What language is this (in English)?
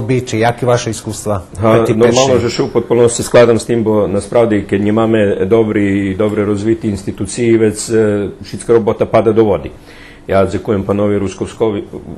Rusyn